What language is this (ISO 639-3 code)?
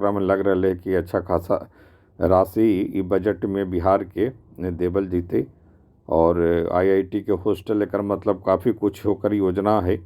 mag